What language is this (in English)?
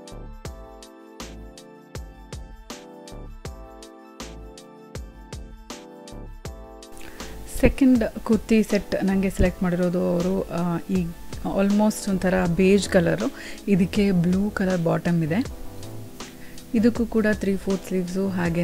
Kannada